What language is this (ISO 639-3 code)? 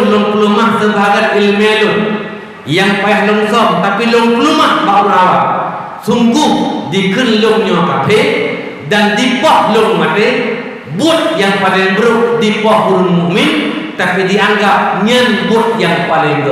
ace